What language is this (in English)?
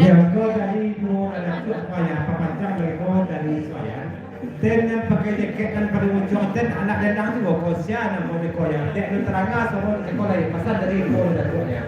Minangkabau